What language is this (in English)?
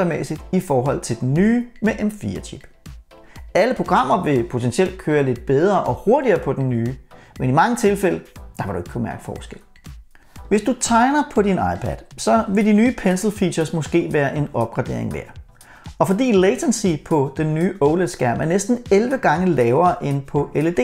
Danish